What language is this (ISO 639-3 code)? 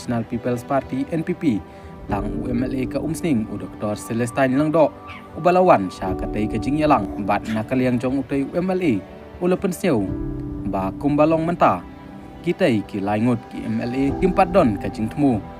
kha